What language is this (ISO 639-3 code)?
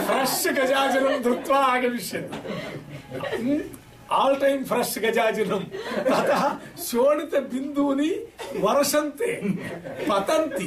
san